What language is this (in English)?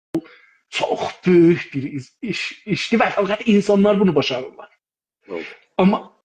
South Azerbaijani